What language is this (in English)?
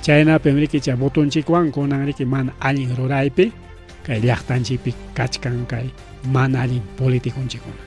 Ayacucho Quechua